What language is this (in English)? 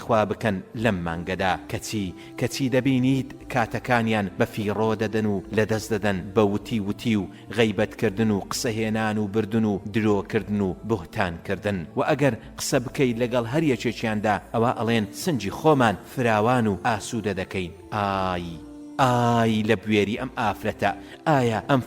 Central Kurdish